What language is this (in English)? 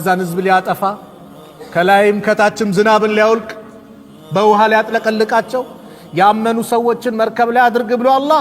Amharic